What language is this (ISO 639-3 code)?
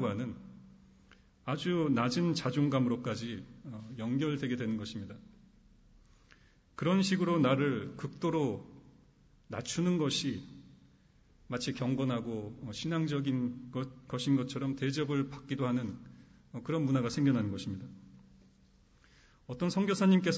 kor